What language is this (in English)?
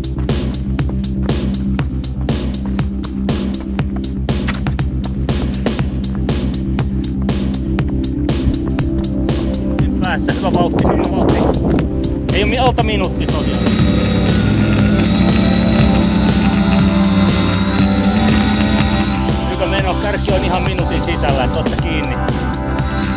Finnish